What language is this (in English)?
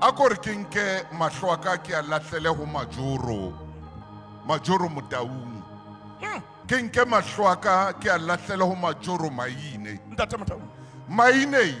Southern Sotho